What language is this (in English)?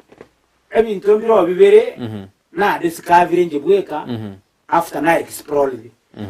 Gusii